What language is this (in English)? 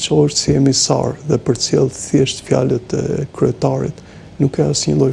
Albanian